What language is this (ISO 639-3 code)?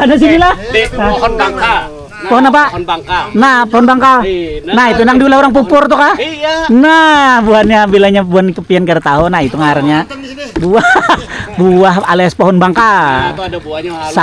bjn